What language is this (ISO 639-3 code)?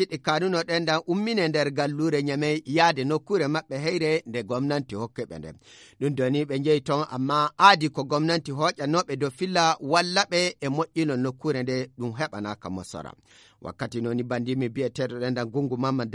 ful